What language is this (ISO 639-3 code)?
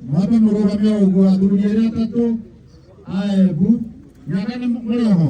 kik